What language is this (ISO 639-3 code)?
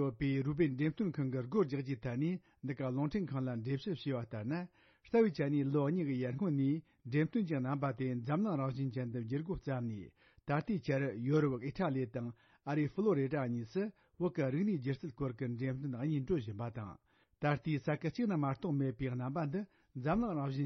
bod